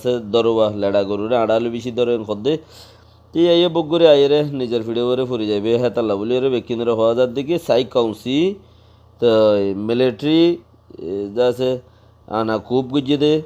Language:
Rohingya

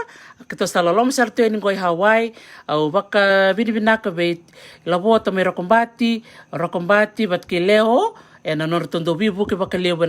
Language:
Fijian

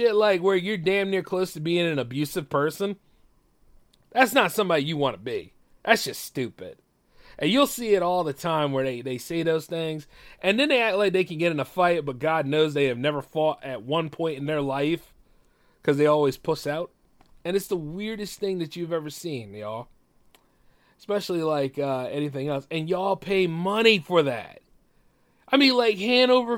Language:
English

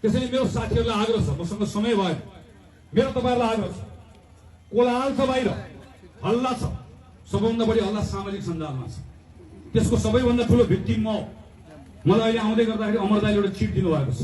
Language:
Nepali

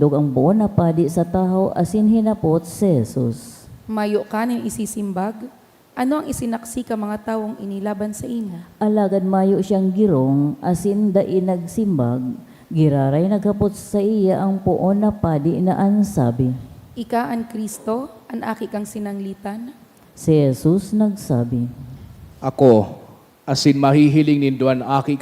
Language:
Bikol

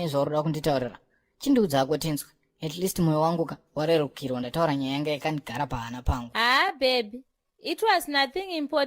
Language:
Shona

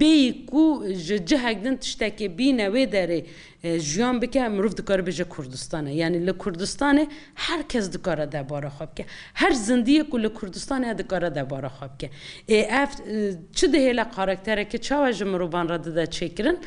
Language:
Kurdish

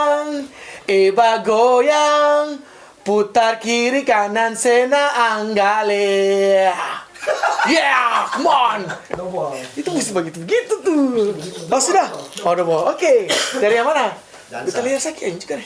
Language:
Ambonese Malay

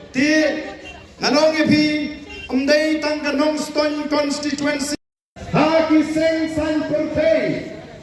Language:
Khasi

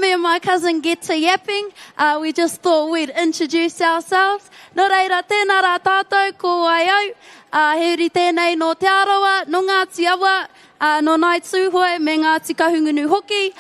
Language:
Māori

